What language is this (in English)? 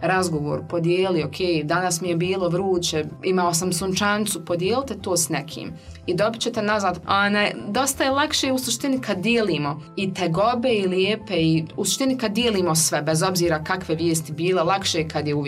Bosnian